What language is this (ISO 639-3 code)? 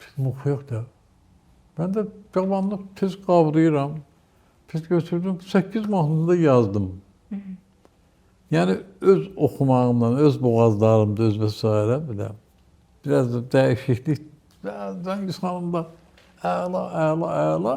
aze